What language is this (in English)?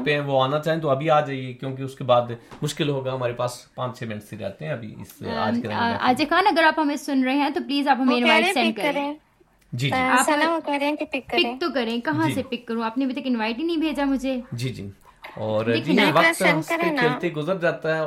Urdu